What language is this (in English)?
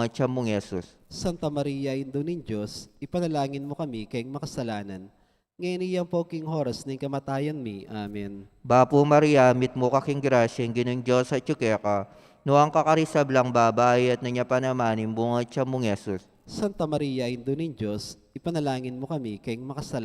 Pampanga